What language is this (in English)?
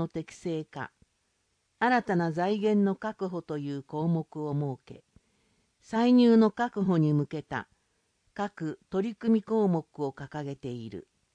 Japanese